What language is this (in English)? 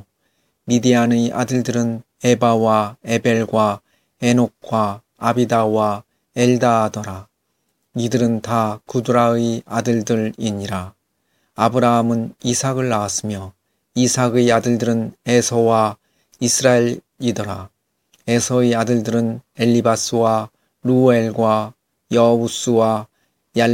Korean